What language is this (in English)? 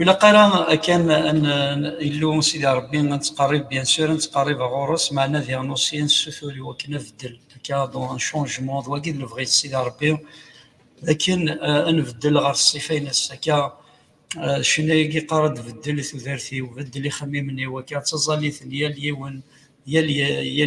Kabyle